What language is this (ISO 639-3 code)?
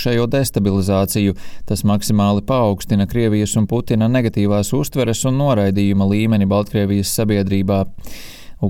lav